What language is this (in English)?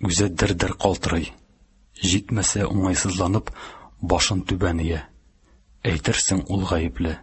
Tatar